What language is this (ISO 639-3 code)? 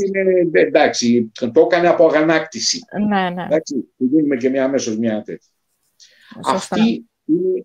ell